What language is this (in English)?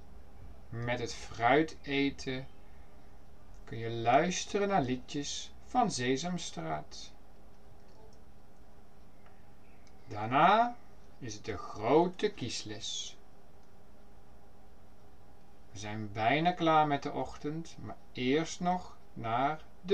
Dutch